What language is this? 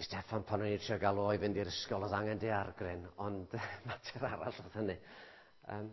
Welsh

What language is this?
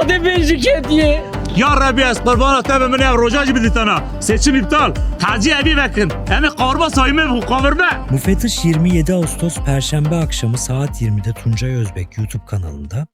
Kurdish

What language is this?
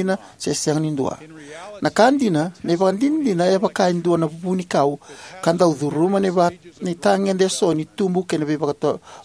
Fijian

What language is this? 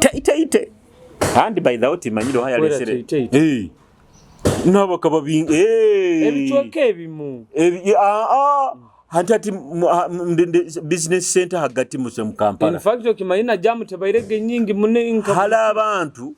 Nyoro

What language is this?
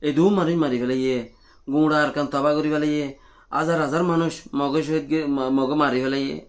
Rohingya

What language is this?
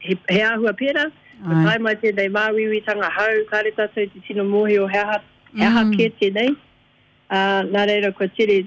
Māori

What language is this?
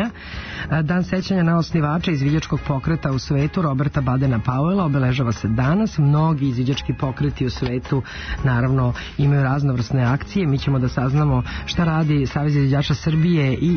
Serbian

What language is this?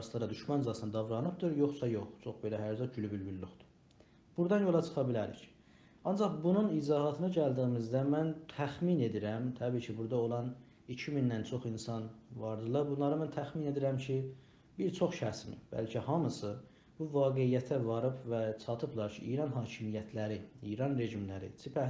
South Azerbaijani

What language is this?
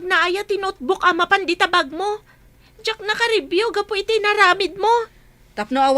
Iloko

